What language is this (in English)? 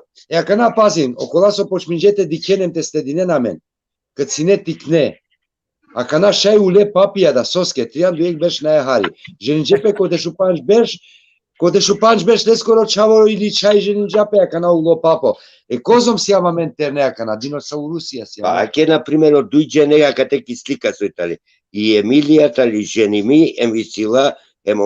Balkan Romani